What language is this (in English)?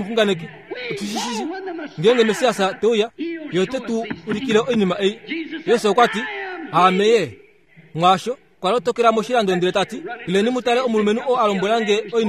Kuanyama